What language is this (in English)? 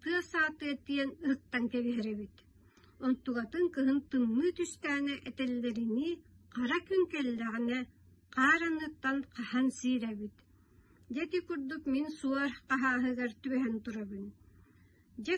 Yakut